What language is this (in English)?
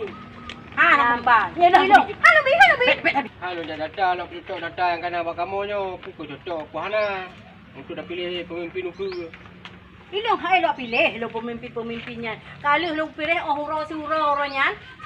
Achinese